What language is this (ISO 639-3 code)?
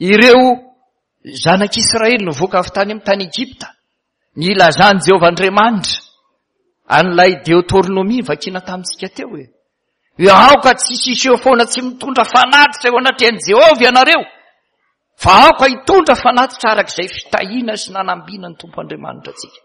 mlg